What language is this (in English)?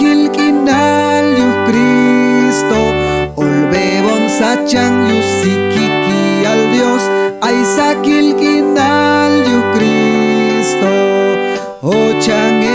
Chuj